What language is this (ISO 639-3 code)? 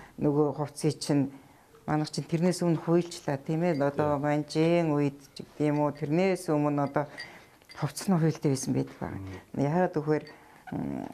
mon